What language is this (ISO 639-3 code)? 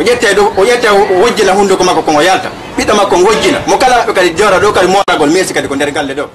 ful